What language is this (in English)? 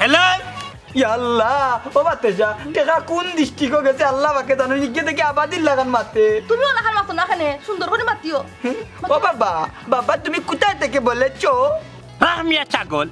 Sylheti